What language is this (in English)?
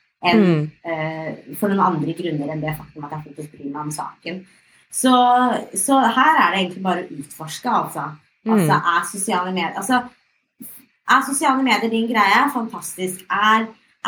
Norwegian